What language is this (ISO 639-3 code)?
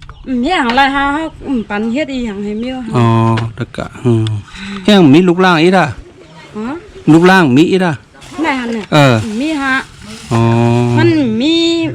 shn